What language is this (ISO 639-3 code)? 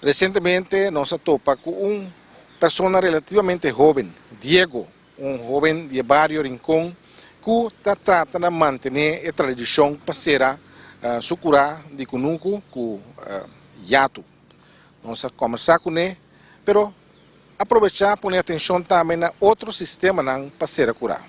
pap